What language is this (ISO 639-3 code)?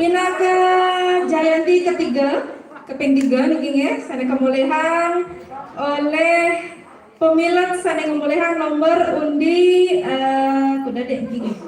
ban